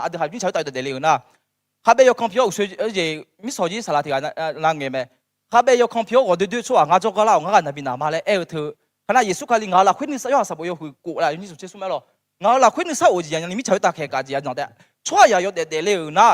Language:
Akha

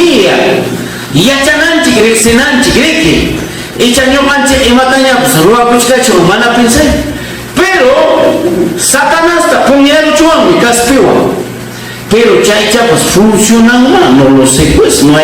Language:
Ayacucho Quechua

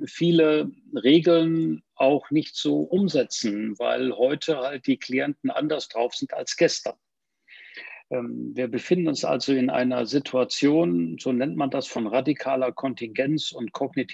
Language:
German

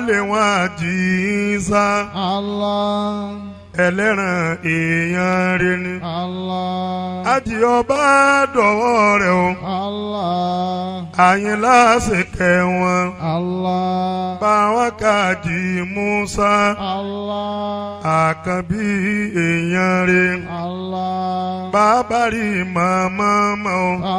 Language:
Yoruba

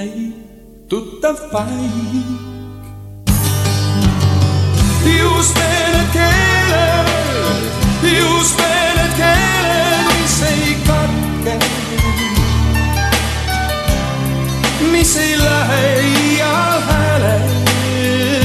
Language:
Estonian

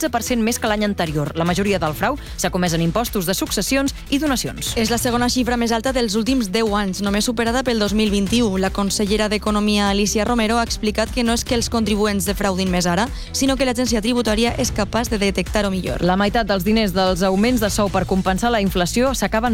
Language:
Catalan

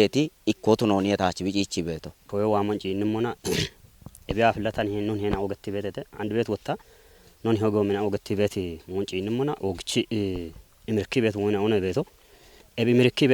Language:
Kafa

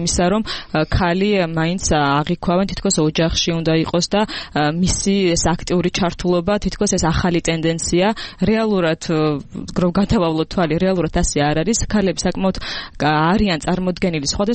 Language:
Georgian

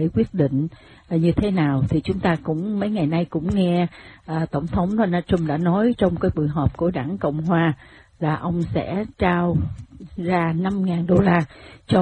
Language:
Vietnamese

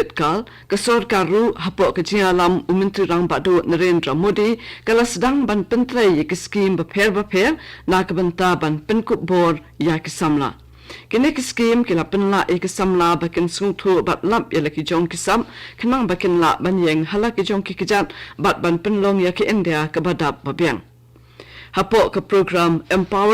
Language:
Khasi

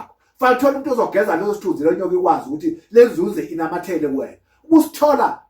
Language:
Zulu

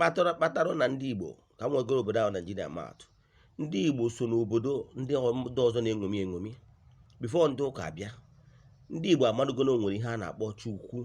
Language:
Igbo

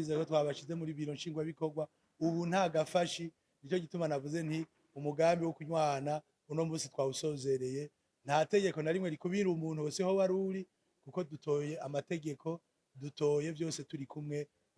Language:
Rundi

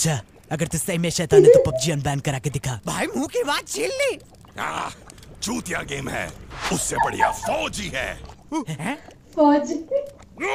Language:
Hindi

